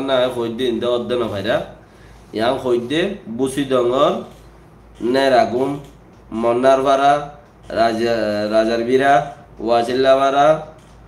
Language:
Rohingya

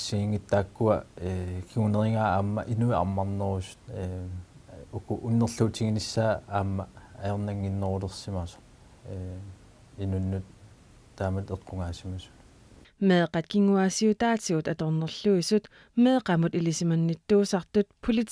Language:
Kalaallisut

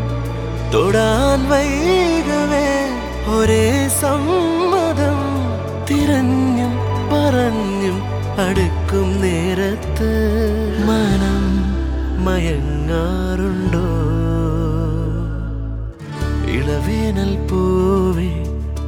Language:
Malayalam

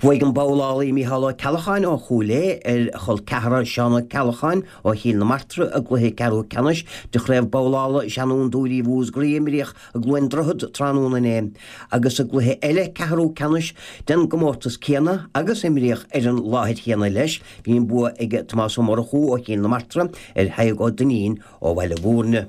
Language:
Irish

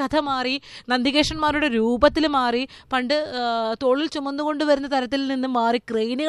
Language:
Malayalam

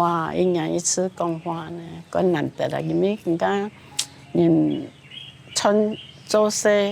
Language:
Hakka Chinese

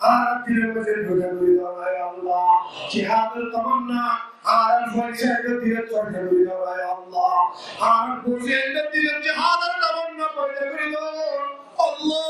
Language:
Rohingya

